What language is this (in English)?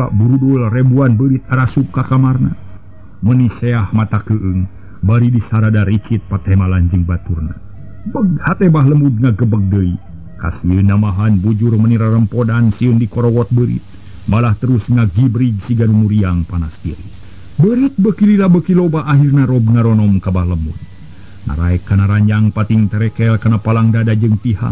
Sundanese